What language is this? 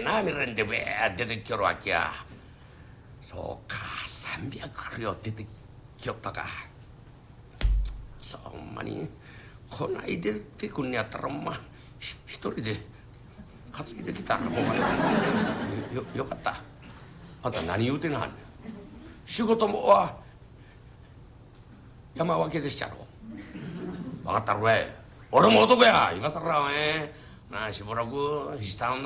Japanese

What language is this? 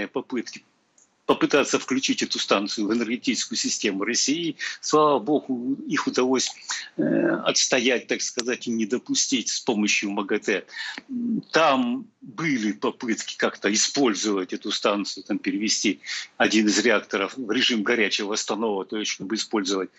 Russian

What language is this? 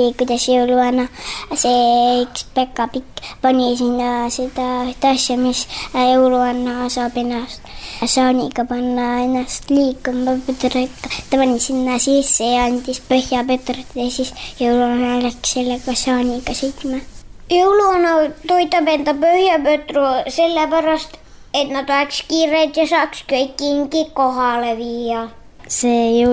Estonian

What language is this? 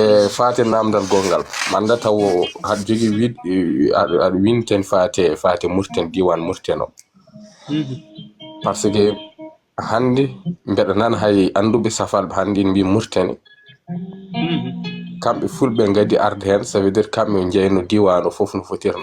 Fula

